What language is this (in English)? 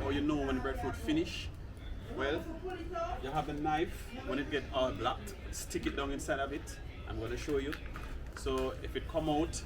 Jamaican Creole English